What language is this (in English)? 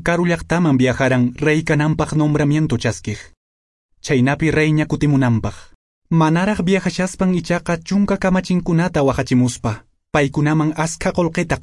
Quechua